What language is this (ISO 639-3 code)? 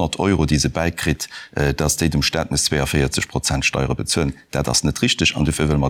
ltz